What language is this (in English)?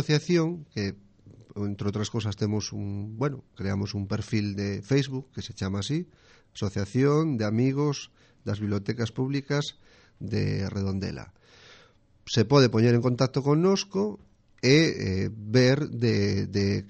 Galician